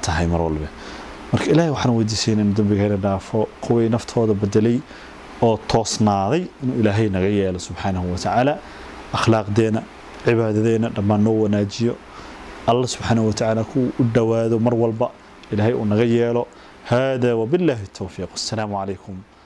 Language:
Somali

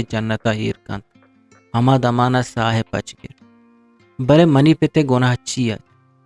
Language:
Eastern Balochi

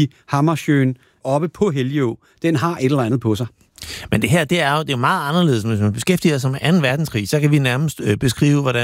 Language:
Danish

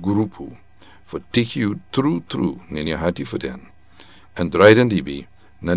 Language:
Sranan Tongo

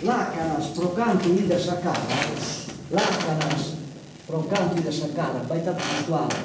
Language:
Sardinian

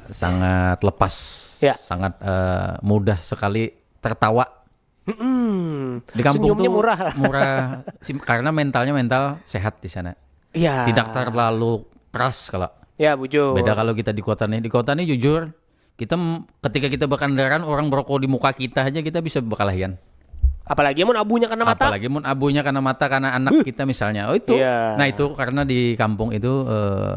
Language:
Banjar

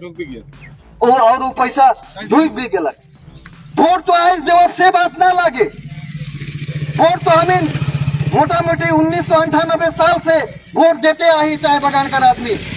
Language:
Sadri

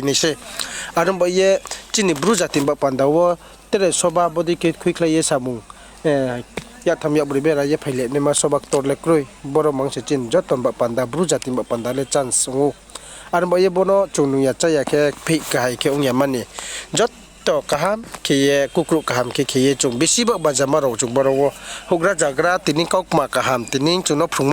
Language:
Riang (India)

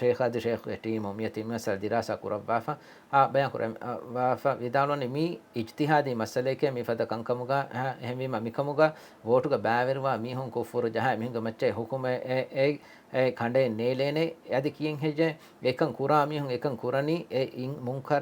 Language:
Divehi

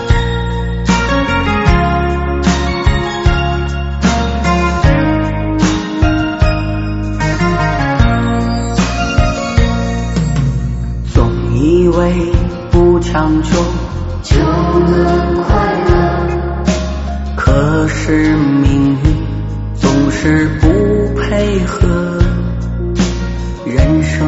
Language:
Chinese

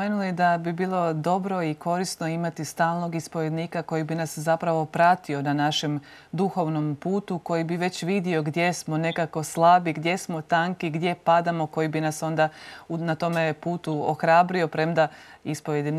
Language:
Croatian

